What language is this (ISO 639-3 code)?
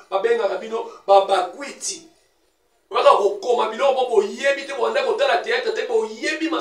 lin